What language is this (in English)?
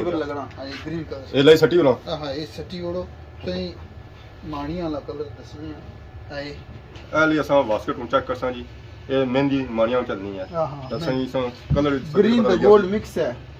Pahari-Potwari